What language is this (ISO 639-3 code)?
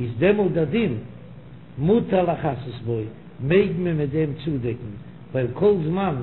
yid